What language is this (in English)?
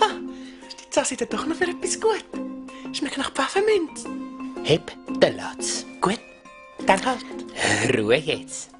Swiss German